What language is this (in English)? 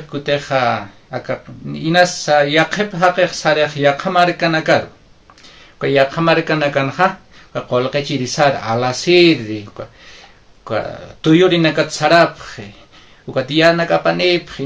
Aymara